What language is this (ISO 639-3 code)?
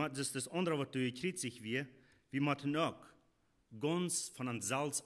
pdt